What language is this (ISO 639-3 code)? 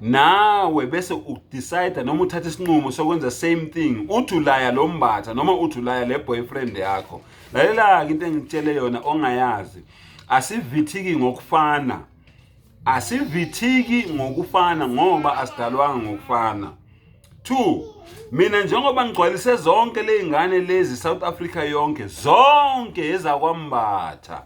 zul